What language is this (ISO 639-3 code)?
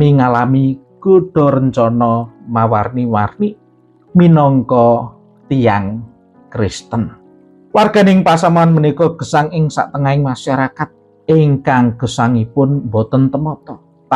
jav